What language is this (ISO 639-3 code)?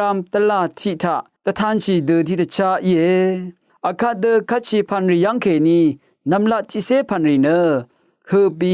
raw